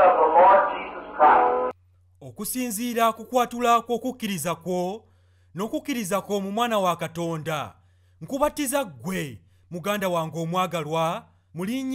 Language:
Ganda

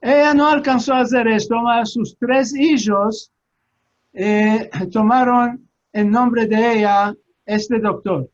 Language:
Ladino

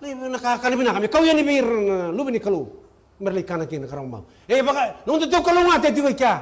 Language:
Fijian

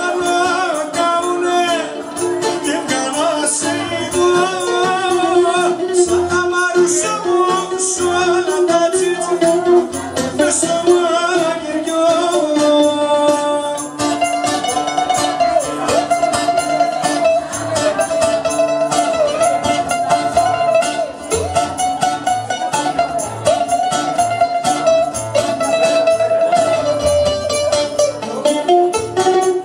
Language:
Greek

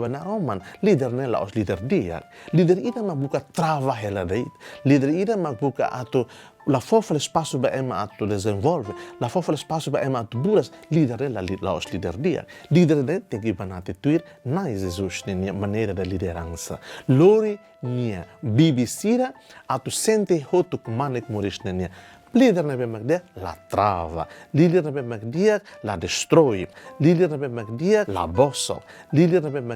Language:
Tetum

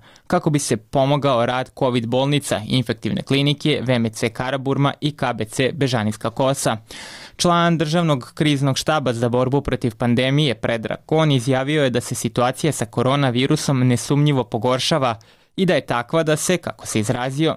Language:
Serbian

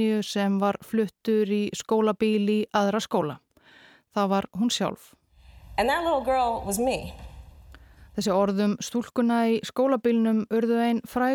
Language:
Icelandic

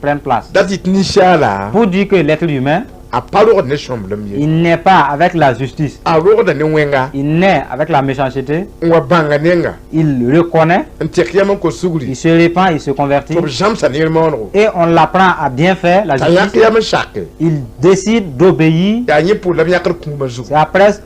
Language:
Mossi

